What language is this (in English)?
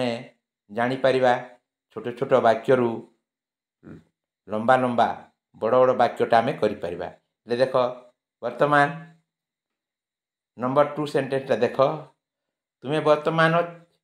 Odia